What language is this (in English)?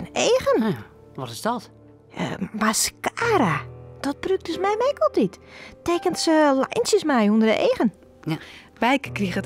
Western Frisian